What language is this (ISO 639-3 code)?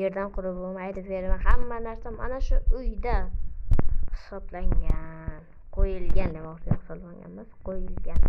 uzb